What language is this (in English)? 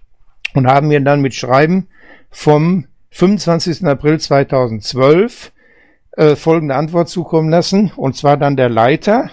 German